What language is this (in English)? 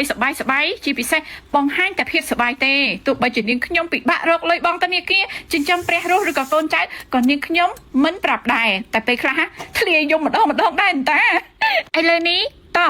Khmer